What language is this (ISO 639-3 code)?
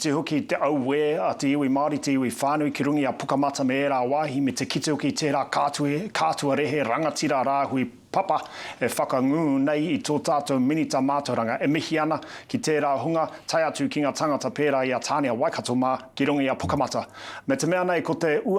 mri